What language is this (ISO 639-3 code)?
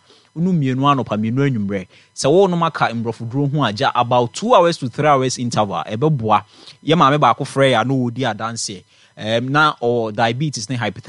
aka